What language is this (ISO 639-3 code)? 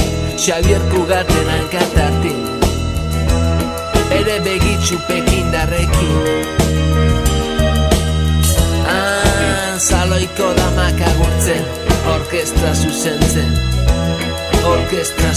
eus